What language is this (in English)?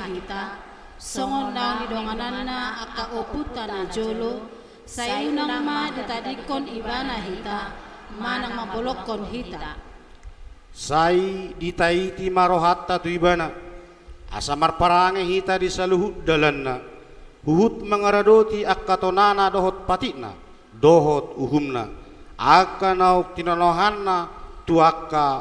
Batak Toba